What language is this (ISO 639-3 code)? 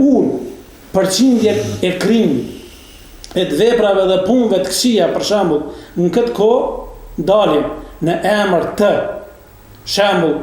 sqi